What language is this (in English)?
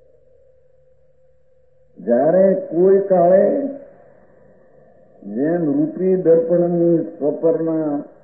Gujarati